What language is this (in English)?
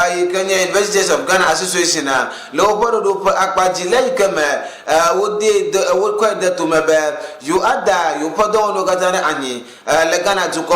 Ewe